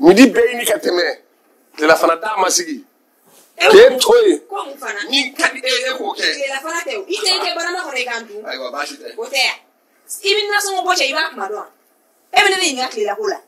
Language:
Bambara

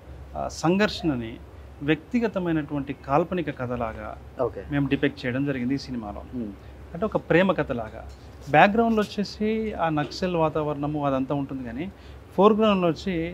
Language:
Telugu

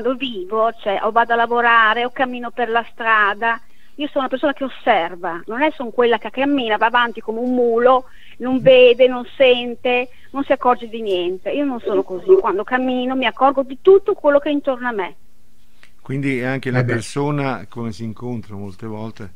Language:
Italian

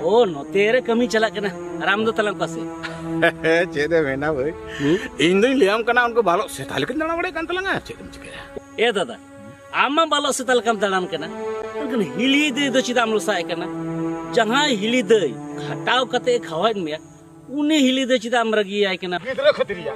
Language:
Santali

